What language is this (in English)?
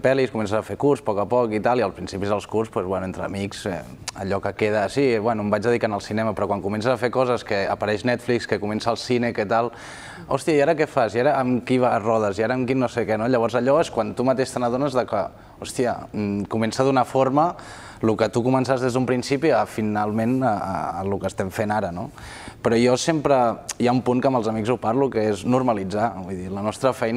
Catalan